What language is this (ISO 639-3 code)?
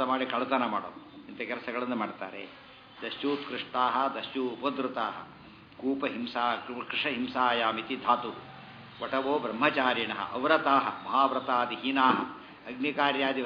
kan